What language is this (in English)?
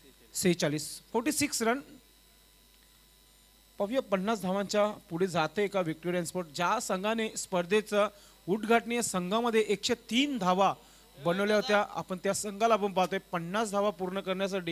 Marathi